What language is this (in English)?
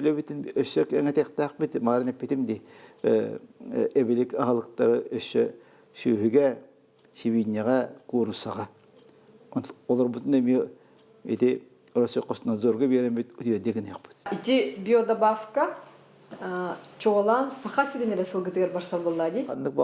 Yakut